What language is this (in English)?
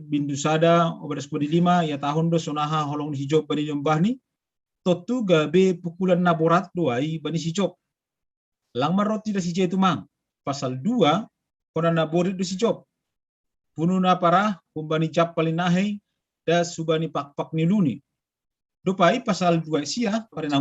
Batak Simalungun